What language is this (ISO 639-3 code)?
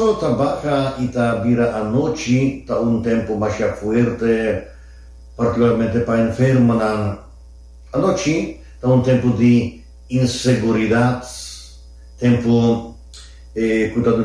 pap